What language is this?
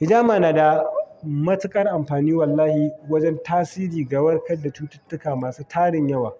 Hausa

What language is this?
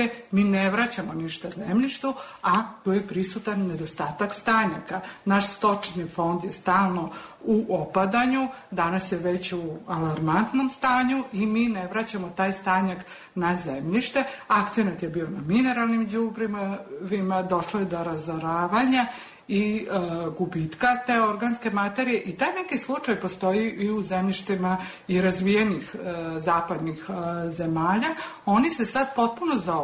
Serbian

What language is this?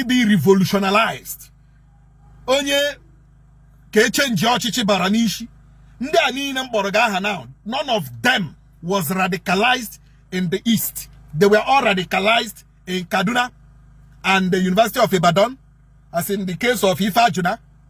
Igbo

